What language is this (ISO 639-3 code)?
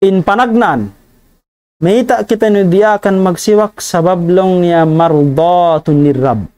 tsg